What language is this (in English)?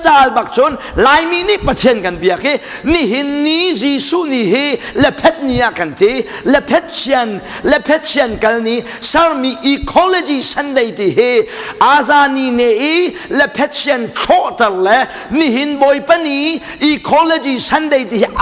Hakha Chin